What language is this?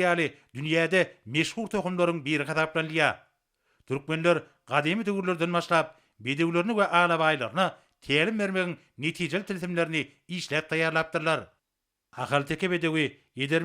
Turkmen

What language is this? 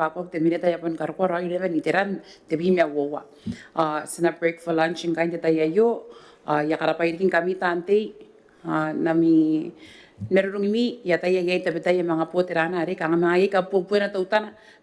Gilbertese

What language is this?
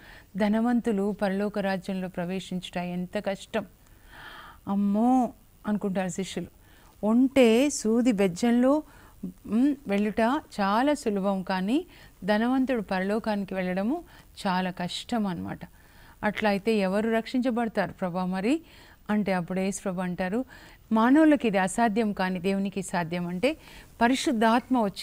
Telugu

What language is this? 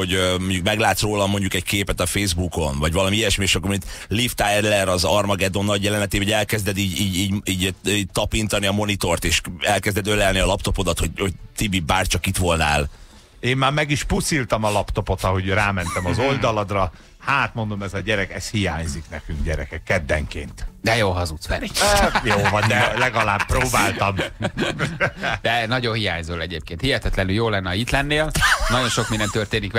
Hungarian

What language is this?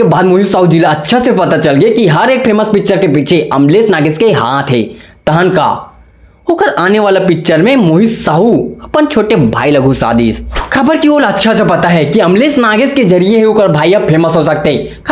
Chhattisgarhi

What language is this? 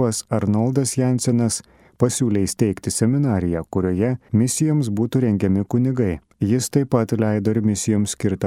Lithuanian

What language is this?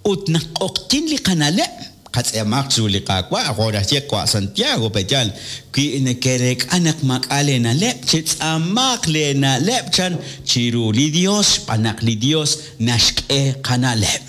Kekchí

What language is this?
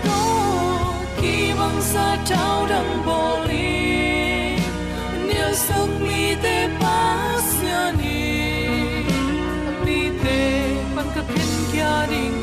Tedim Chin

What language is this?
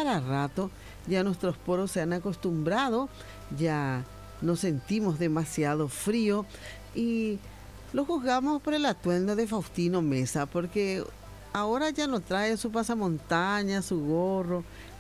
Spanish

